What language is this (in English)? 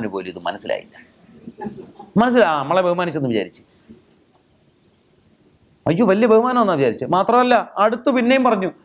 Malayalam